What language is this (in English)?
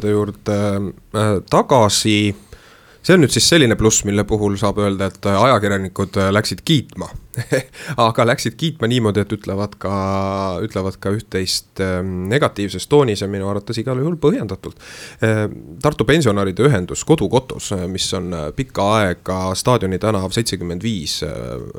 Estonian